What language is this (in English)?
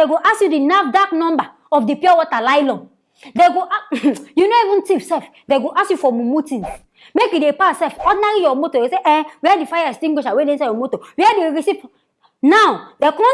Nigerian Pidgin